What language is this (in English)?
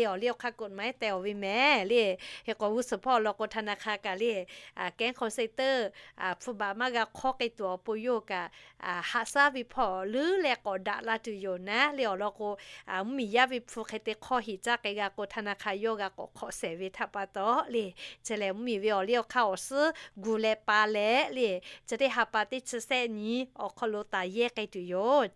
Lahu